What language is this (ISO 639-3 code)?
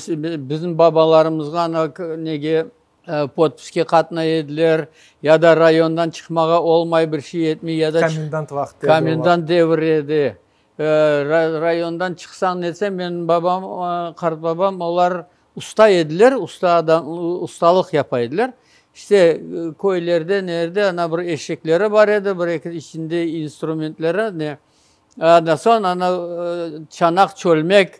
crh